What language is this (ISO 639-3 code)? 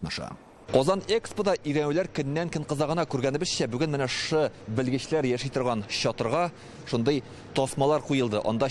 tat